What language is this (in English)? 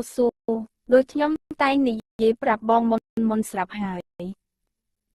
Khmer